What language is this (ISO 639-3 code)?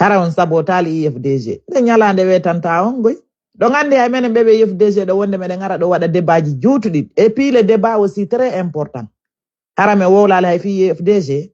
ful